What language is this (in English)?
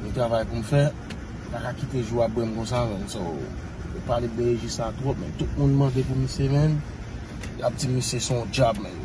Haitian Creole